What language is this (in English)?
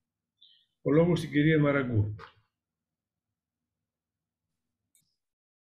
Greek